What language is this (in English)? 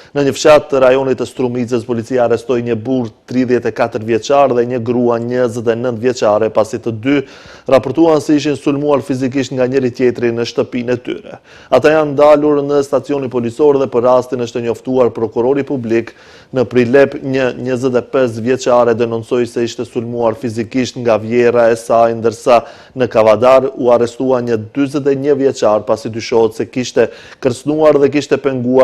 Albanian